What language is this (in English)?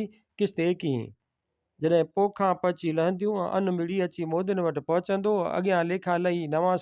Sindhi